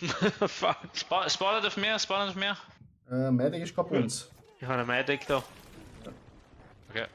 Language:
Swiss German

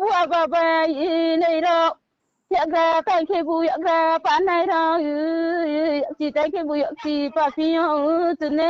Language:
Riang (India)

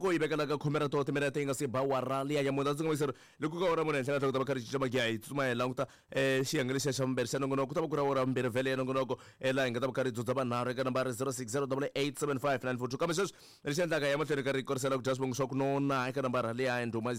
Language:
Tsonga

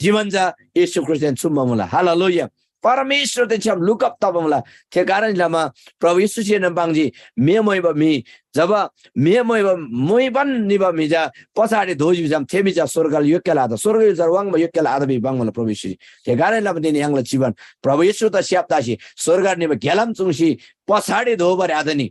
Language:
Eastern Tamang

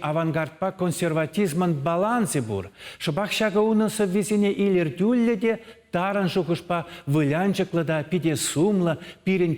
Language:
Chuvash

